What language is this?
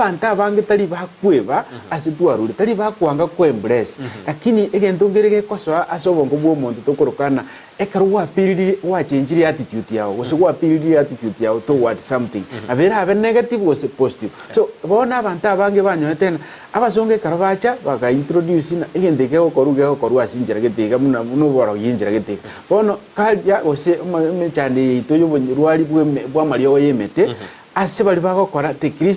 Gusii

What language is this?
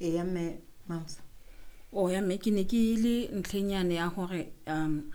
Southern Sotho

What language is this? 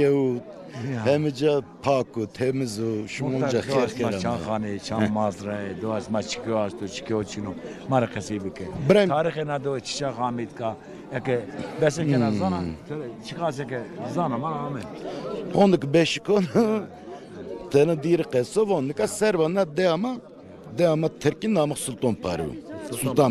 Zaza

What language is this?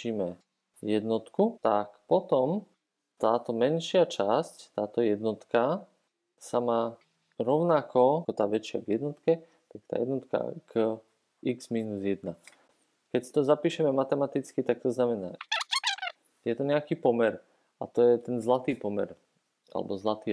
Slovak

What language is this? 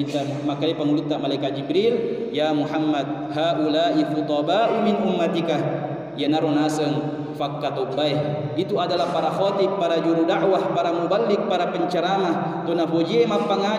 Buginese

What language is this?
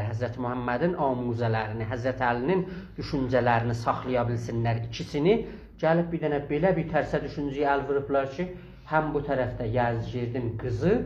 South Azerbaijani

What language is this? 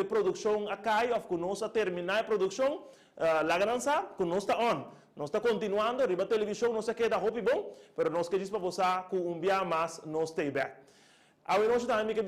Papiamento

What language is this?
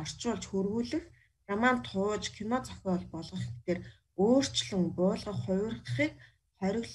Mongolian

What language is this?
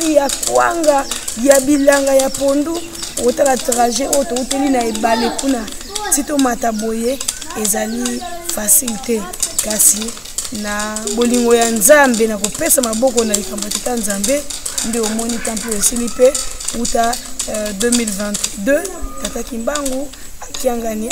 Lingala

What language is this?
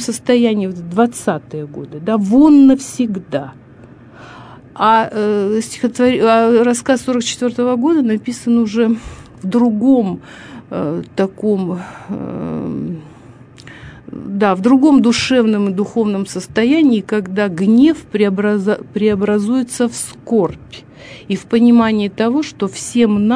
Russian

